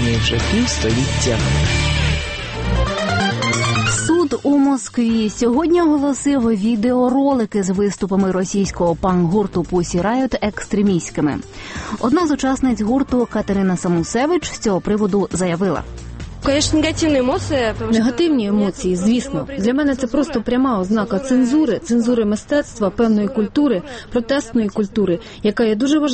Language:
Ukrainian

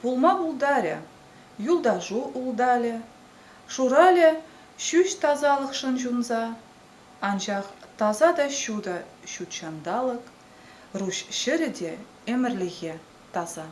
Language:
Chuvash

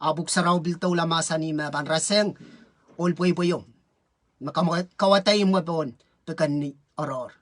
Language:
Pohnpeian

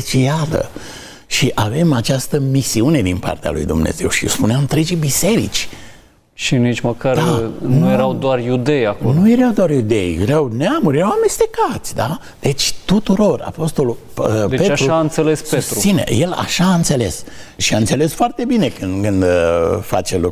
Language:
Romanian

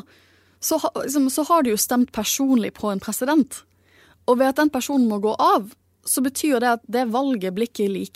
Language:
Norwegian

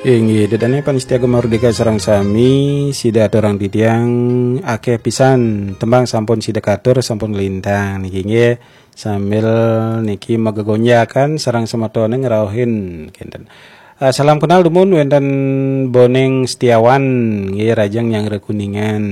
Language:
Balinese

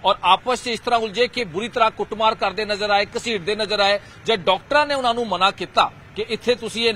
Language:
Punjabi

